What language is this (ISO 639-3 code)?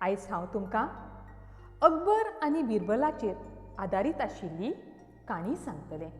kok